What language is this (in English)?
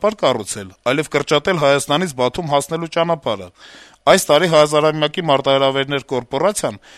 Armenian